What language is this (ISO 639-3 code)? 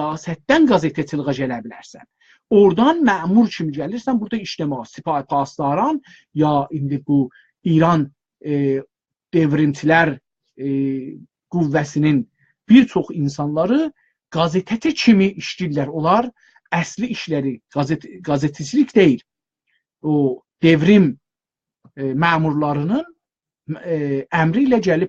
azb